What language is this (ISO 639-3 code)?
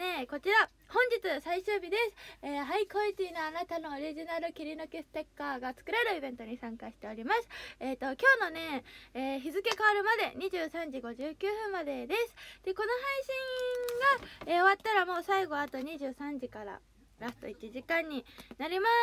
jpn